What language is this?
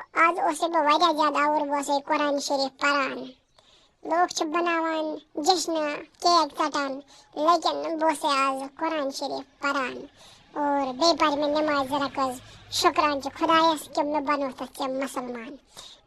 Kashmiri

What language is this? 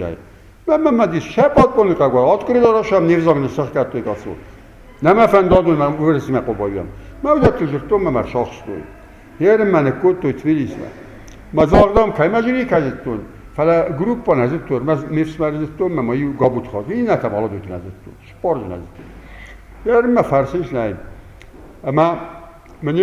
Ossetic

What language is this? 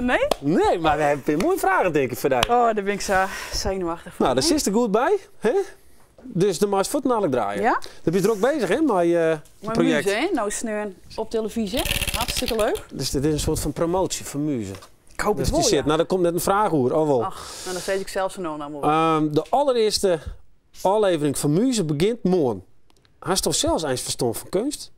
Western Frisian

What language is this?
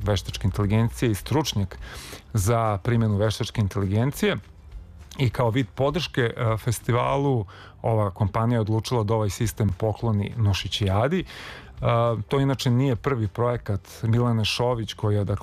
Serbian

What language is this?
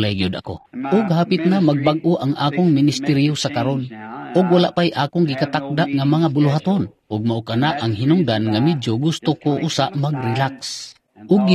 Cebuano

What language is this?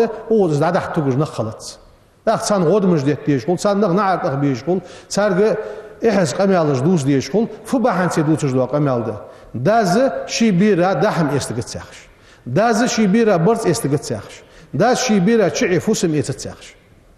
Ingush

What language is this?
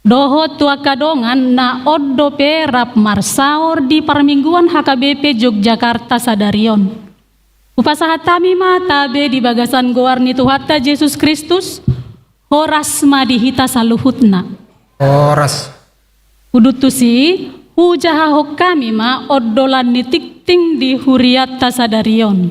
Batak Toba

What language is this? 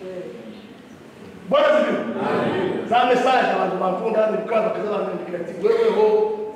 Kinyarwanda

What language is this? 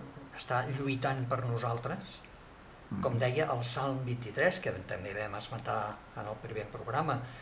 Catalan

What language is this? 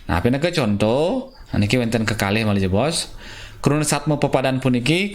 Balinese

